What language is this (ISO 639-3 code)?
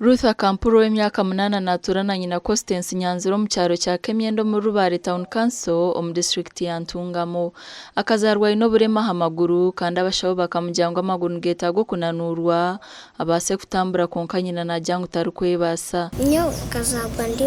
nyn